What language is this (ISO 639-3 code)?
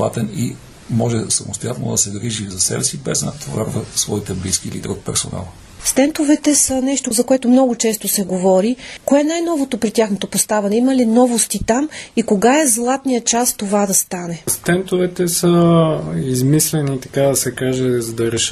bul